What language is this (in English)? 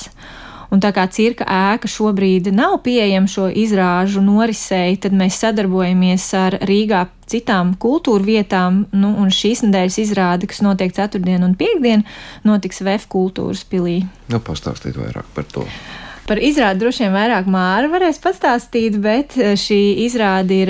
Latvian